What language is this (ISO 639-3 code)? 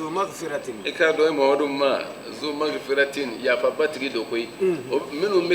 bam